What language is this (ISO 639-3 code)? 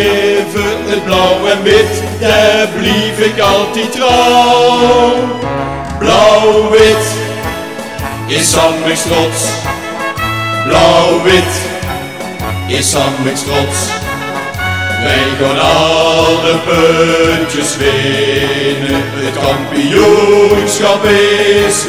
nld